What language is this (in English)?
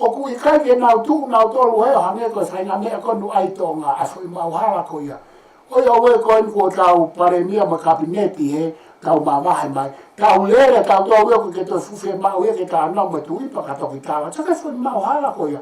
Tongan